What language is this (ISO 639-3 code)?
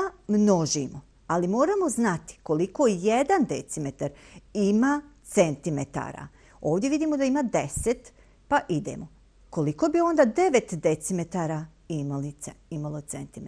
bos